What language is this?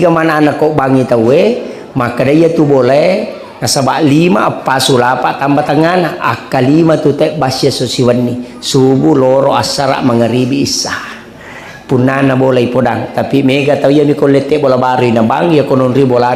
Buginese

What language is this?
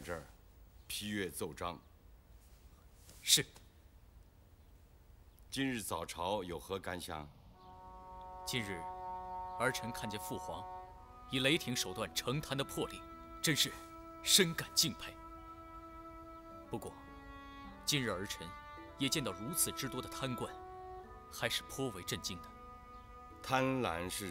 Chinese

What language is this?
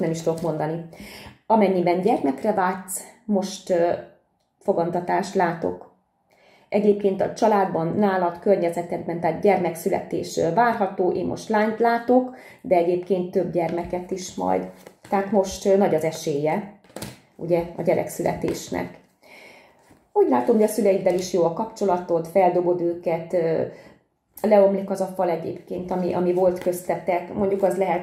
Hungarian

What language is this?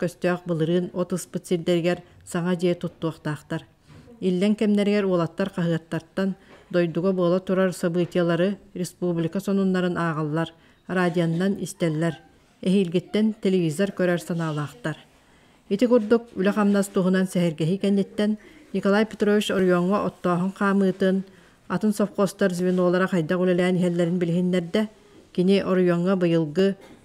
Yakut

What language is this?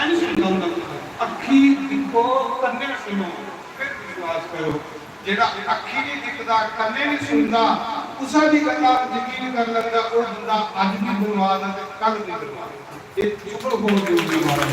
Dogri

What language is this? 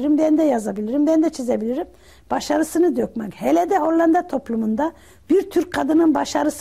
Turkish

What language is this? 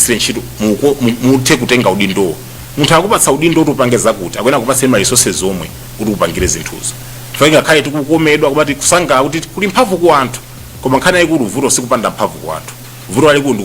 Nyanja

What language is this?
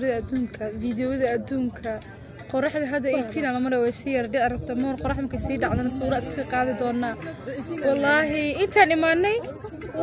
Somali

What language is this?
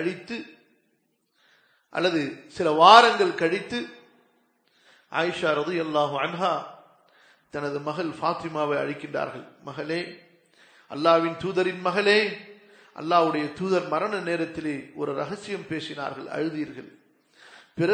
Tamil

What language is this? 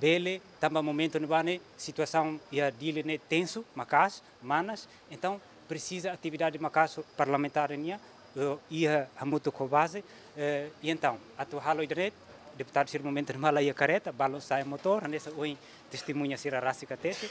Tetum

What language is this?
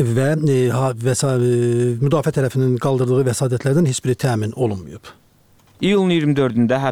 Azerbaijani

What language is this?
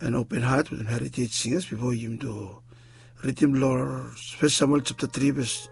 Bislama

